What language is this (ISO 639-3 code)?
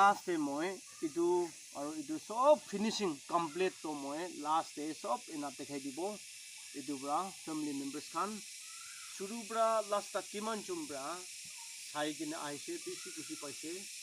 nag